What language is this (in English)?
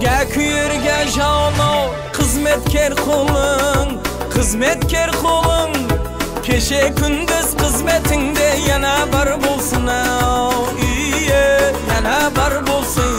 Kara-Kalpak